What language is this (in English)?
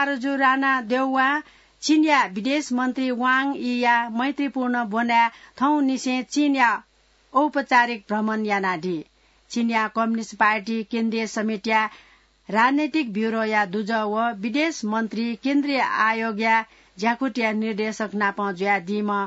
Newari